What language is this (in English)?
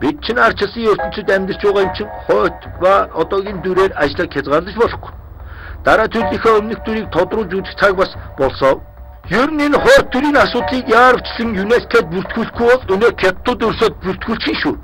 Mongolian